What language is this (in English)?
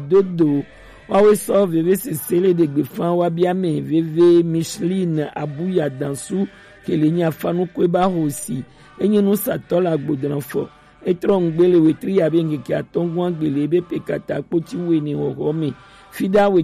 Gen